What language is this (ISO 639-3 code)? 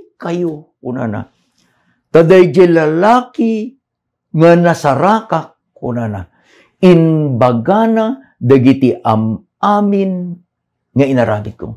ilo